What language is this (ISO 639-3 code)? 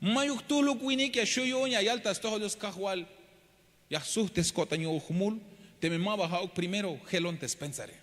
tzh